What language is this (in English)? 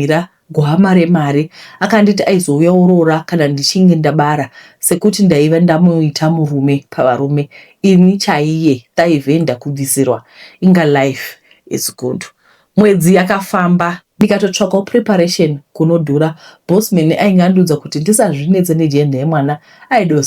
Shona